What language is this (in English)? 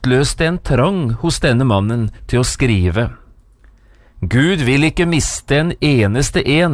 Norwegian